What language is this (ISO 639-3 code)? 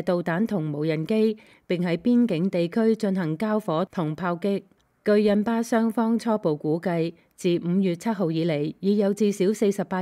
yue